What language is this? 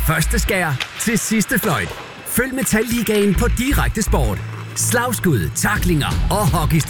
Danish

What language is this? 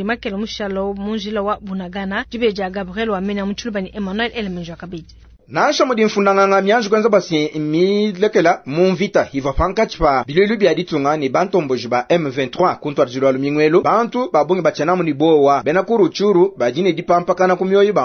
Luba-Lulua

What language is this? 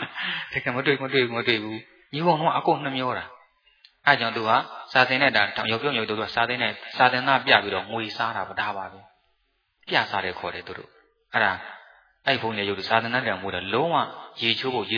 Burmese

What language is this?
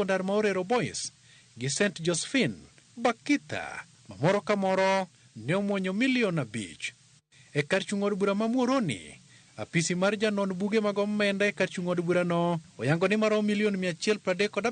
Luo (Kenya and Tanzania)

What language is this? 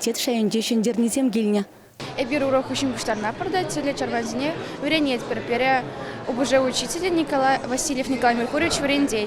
Chuvash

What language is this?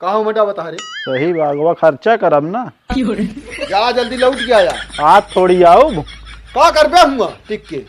Awadhi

